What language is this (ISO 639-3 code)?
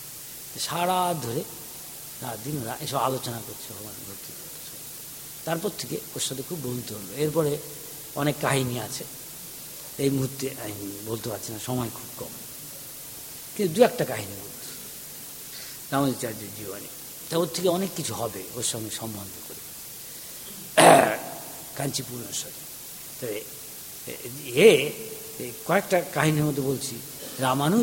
ben